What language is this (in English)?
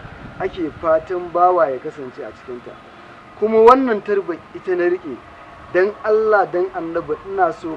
Hausa